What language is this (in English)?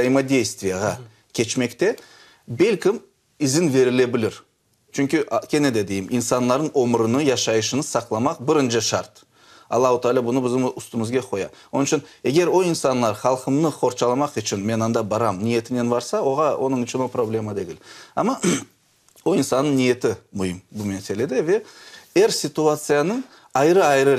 Crimean Tatar